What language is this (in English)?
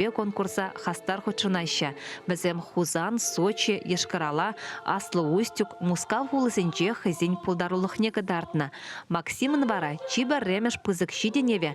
Chuvash